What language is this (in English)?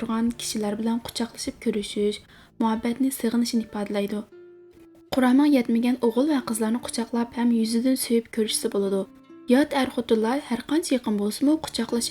Uyghur